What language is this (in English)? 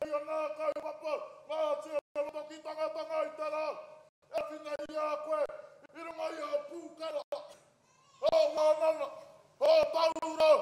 Māori